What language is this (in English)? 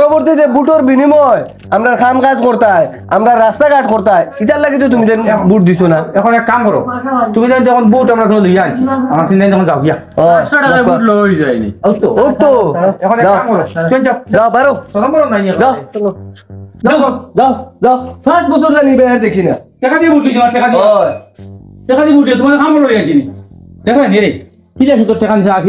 Sylheti